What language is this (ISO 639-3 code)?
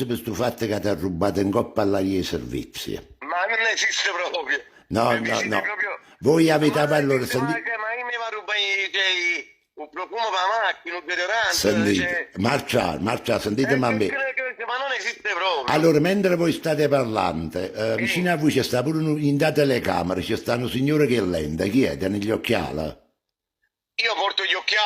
nap